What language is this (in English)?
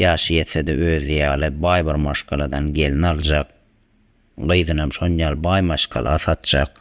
Turkmen